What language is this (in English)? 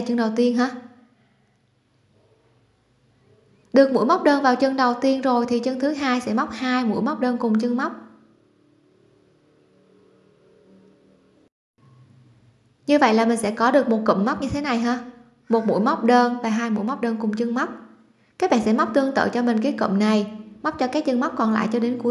Vietnamese